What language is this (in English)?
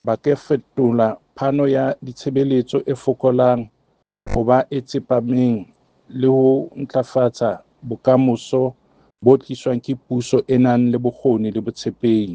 Southern Sotho